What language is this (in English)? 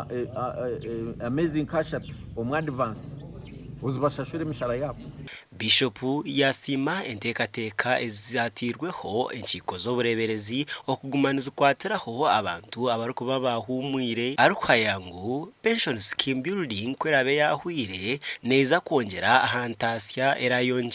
Nyankole